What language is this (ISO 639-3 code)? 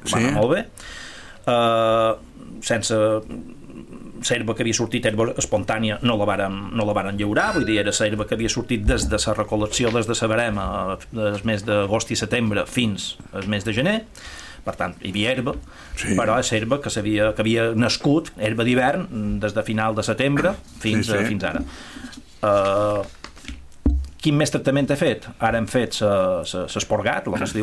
cat